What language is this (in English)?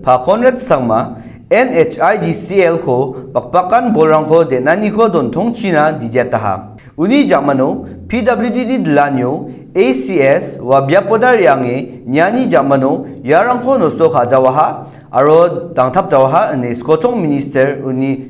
Garo